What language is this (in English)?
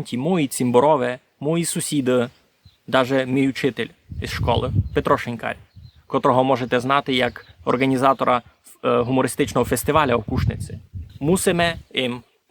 Rusyn